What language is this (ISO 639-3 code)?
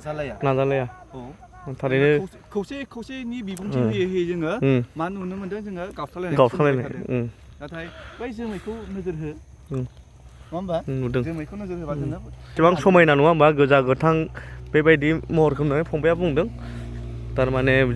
brx